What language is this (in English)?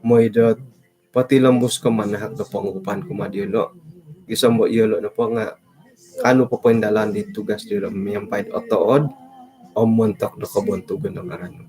Central Dusun